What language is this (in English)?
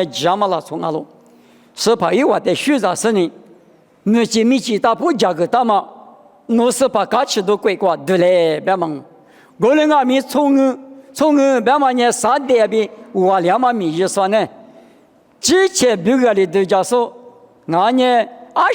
Lisu